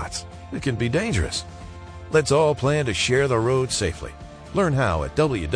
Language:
English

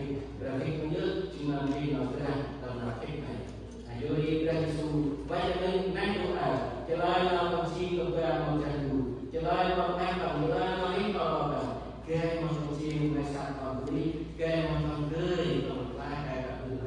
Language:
Central Mnong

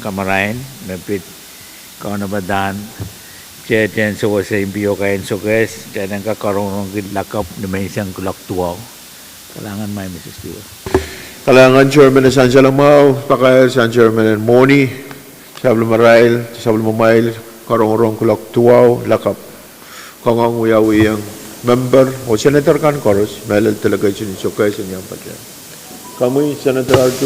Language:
Pohnpeian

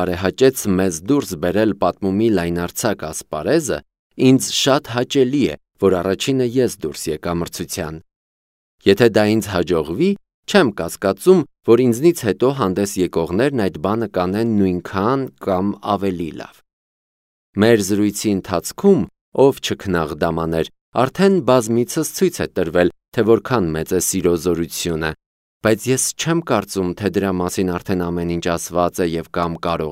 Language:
Armenian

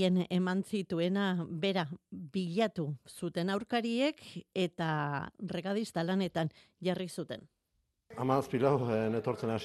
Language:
Basque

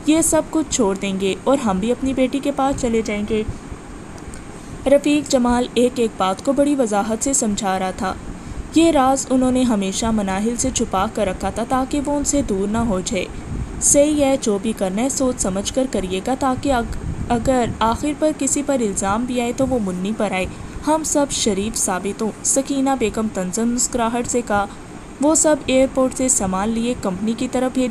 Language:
Urdu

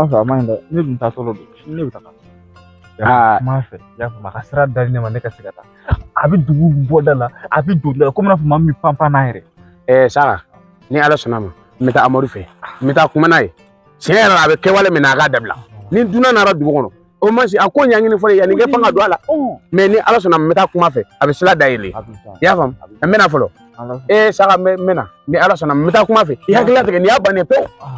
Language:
Bambara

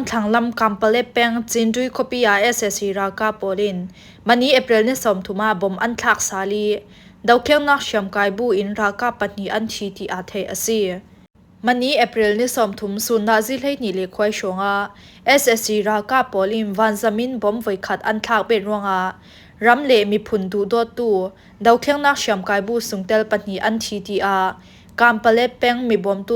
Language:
Falam Chin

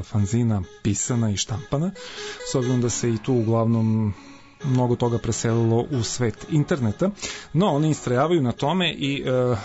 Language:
Serbian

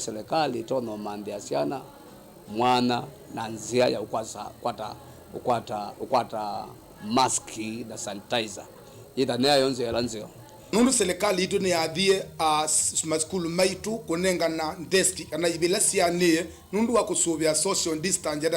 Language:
Kamba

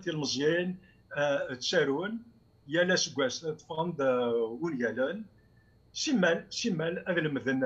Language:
Kabyle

